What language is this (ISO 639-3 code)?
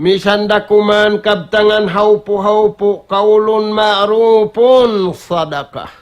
tsg